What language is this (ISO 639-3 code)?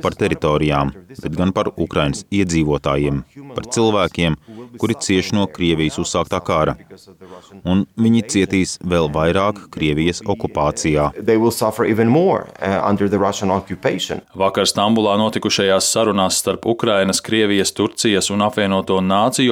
lav